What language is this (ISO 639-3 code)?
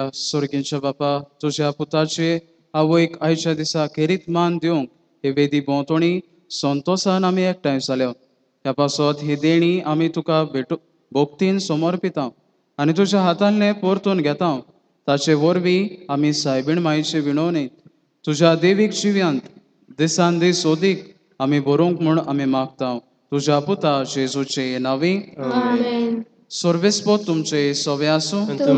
kok